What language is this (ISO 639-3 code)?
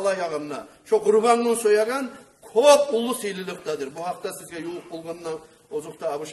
kum